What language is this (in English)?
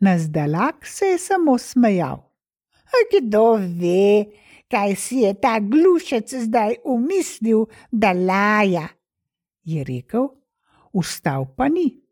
Slovenian